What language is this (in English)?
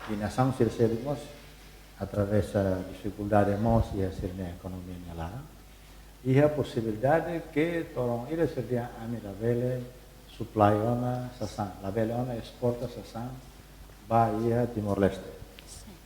Tetum